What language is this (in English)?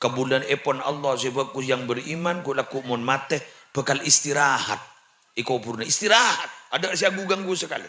Madurese